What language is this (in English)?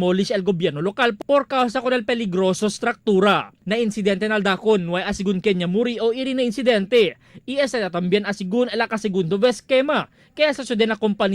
Chavacano